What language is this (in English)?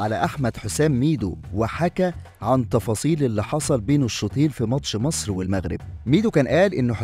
Egyptian Arabic